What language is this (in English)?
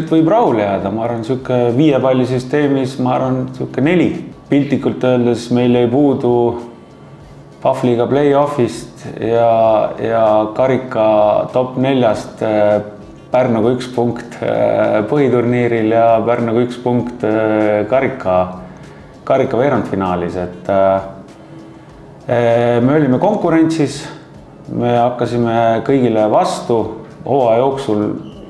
Estonian